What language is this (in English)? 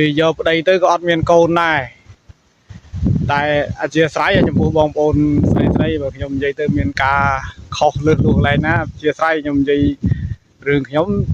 Khmer